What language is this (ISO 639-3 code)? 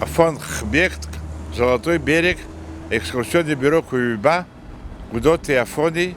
abk